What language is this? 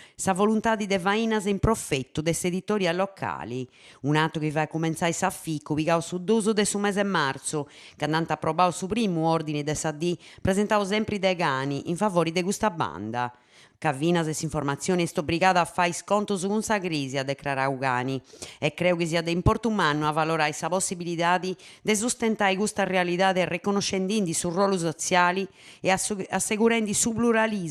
Sardinian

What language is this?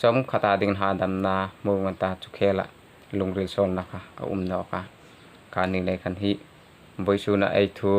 Hmar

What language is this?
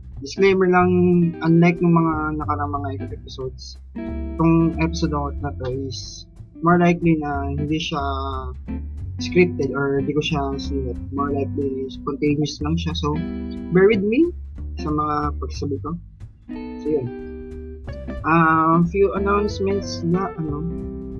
Filipino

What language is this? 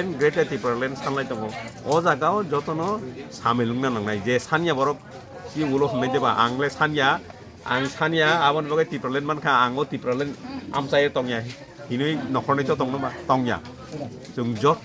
Kok Borok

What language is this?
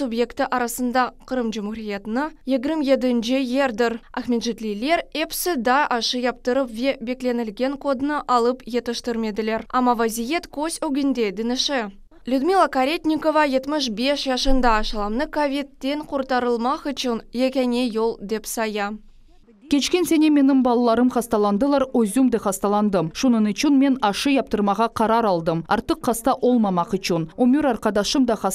Crimean Tatar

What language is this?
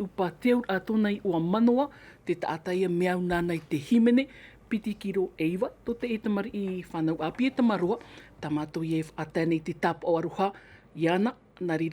Tahitian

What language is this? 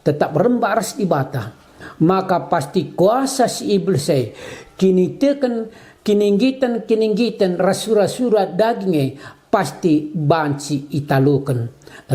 Batak Karo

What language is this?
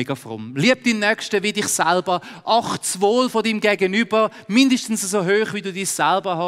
Swiss German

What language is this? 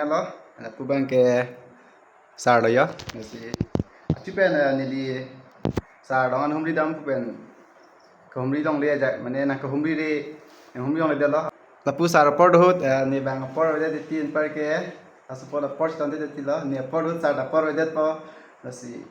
Karbi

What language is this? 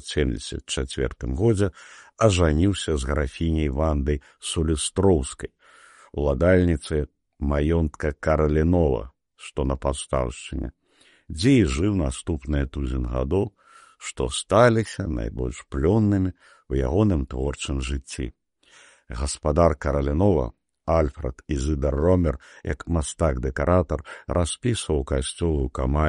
Belarusian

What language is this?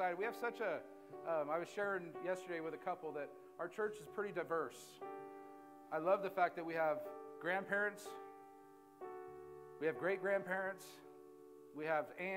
English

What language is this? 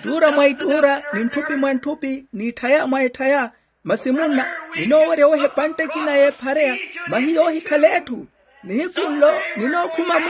Makhuwa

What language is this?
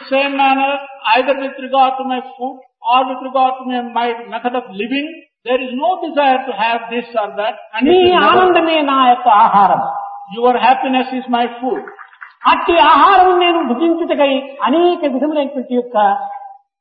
Telugu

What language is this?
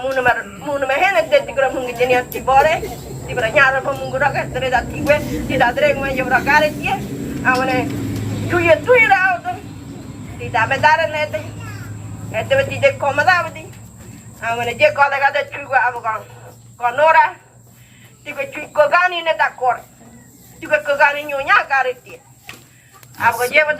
Ngäbere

